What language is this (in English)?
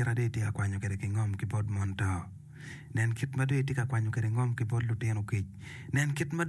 Acoli